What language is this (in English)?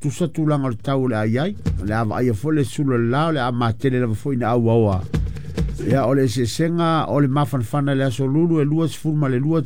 Samoan